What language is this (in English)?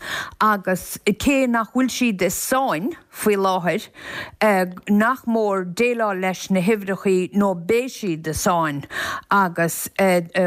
Irish